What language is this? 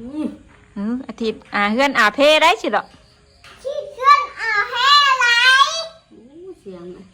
Northeastern Thai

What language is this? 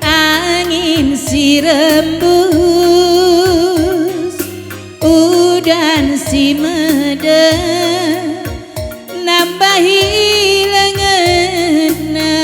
Batak Karo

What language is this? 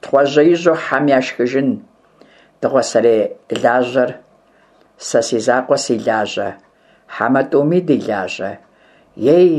Kabardian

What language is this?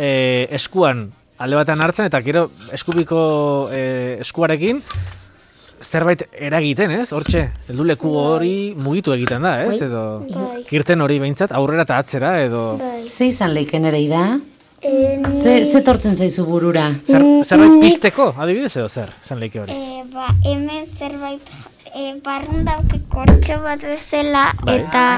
Basque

